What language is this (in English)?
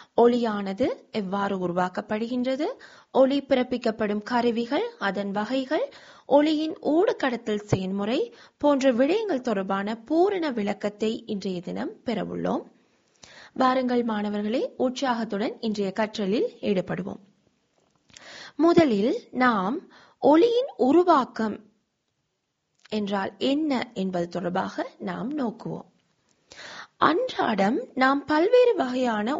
Tamil